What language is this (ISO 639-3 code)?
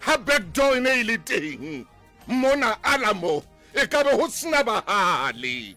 sot